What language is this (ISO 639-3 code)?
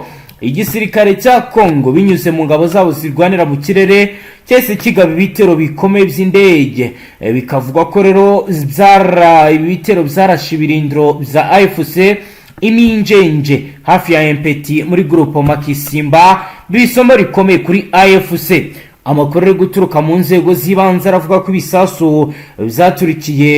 kin